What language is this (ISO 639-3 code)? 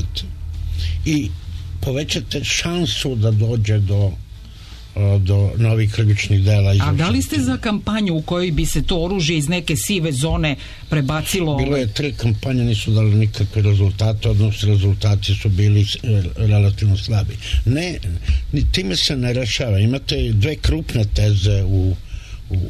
srp